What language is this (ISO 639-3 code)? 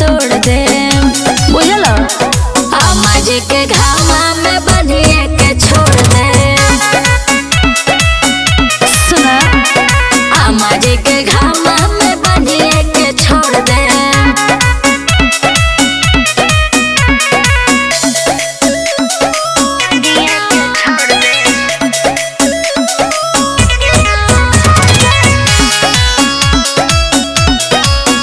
bho